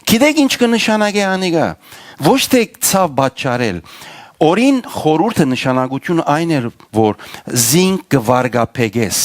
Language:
Western Armenian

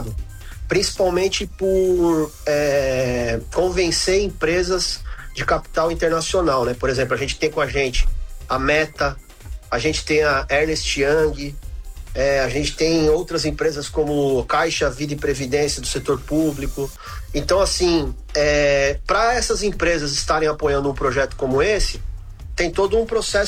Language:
Portuguese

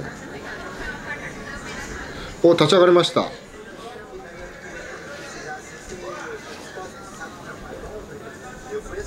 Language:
Japanese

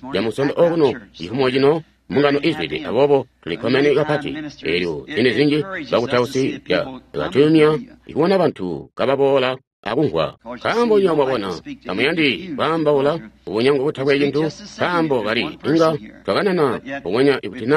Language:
Tonga (Zambia)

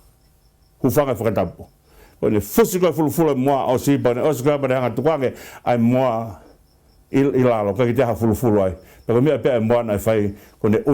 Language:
Tongan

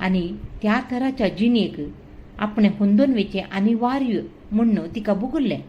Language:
Konkani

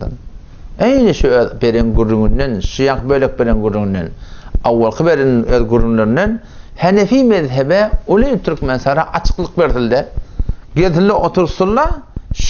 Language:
Turkmen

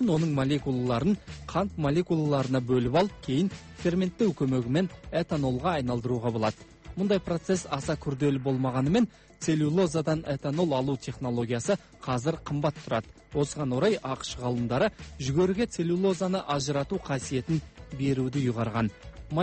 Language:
Kazakh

